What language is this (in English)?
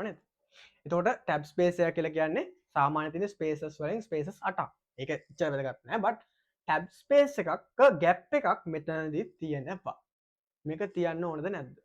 Sinhala